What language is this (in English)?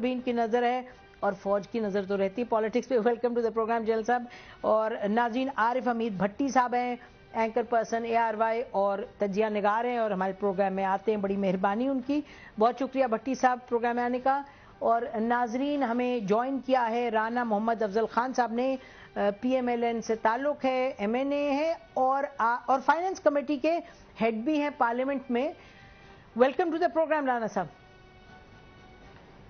Urdu